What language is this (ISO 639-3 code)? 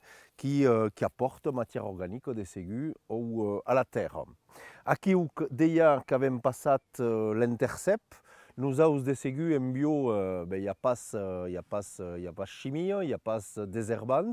oci